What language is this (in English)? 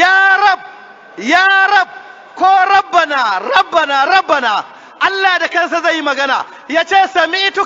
Hausa